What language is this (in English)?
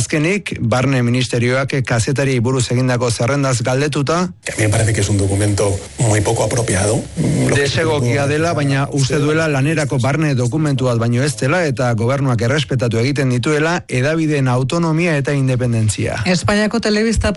Basque